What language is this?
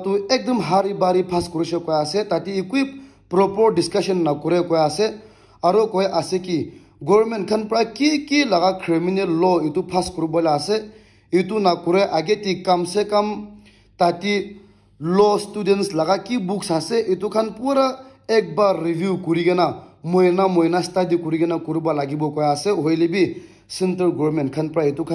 Naga Pidgin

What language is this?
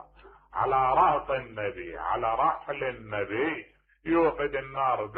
Mesopotamian Arabic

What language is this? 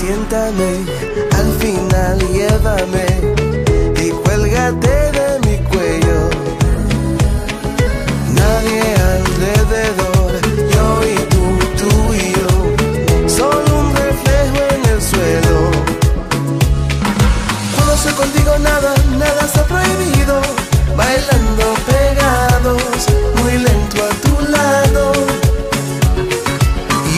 Spanish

